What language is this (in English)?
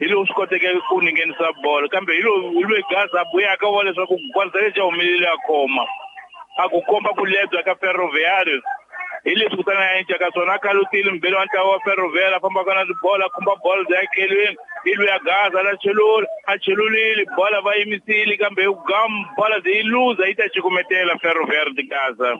Tsonga